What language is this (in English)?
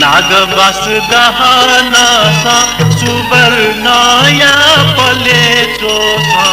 Newari